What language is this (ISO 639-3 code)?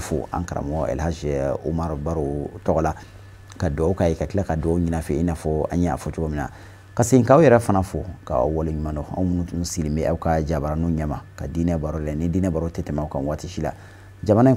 bam